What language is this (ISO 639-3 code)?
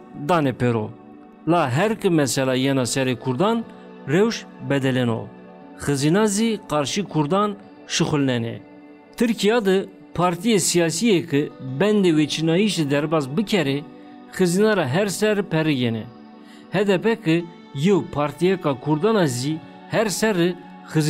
zza